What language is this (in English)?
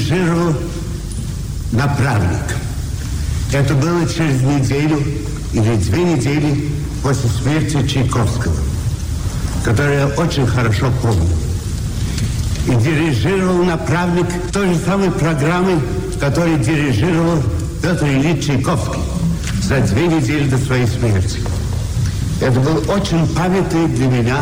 Russian